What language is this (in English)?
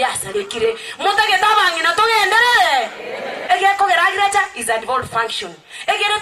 Gusii